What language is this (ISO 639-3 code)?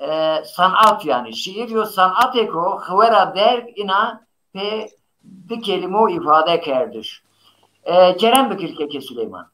zza